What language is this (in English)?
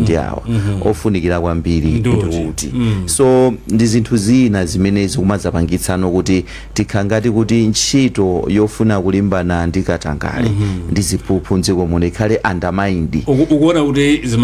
Nyanja